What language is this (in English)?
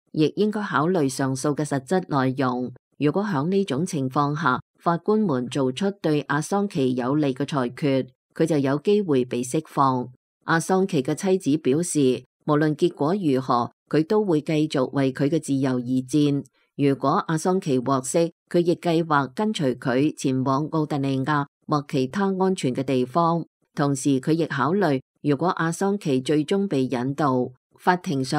Cantonese